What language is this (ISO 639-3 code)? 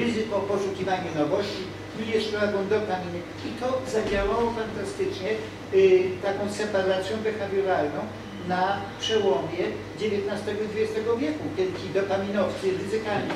pol